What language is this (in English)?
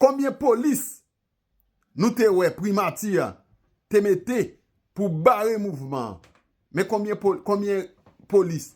Haitian Creole